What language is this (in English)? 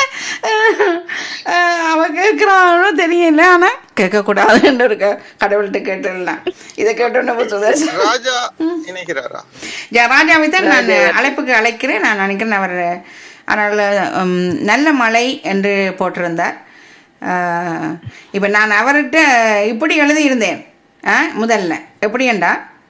Tamil